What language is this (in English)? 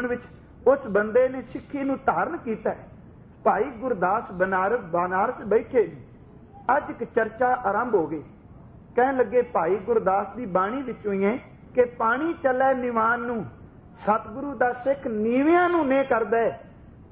Punjabi